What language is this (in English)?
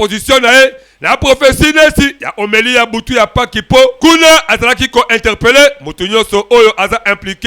Lingala